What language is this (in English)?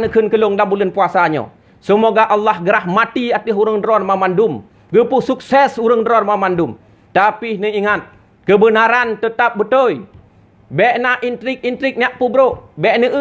Achinese